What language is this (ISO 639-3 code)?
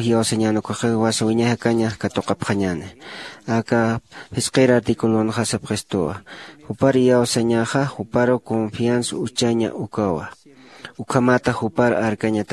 aym